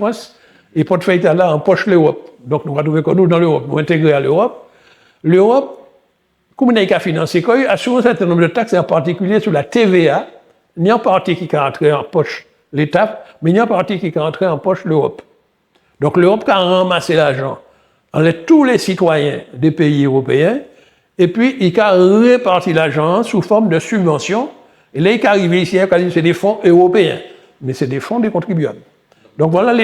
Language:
Guadeloupean Creole French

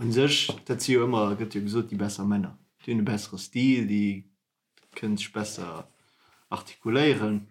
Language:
Luxembourgish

